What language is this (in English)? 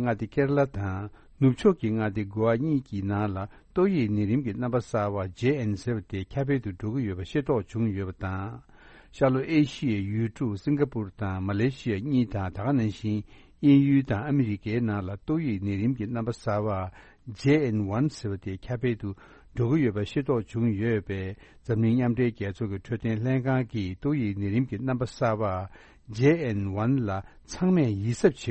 Tibetan